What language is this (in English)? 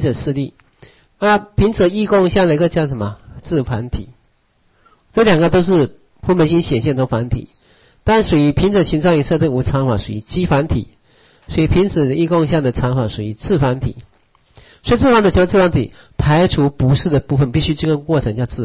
Chinese